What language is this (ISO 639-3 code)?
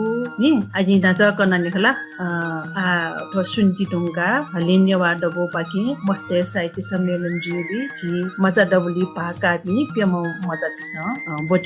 new